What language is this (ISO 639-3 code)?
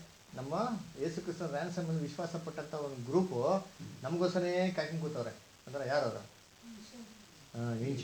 kan